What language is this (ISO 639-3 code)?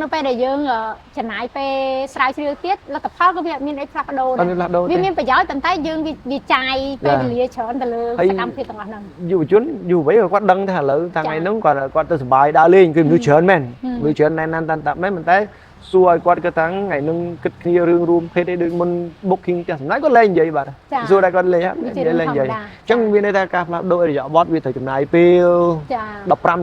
khm